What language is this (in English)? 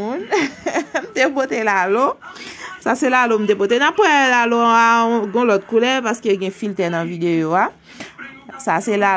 Haitian Creole